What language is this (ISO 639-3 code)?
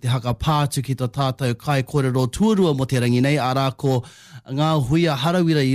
mri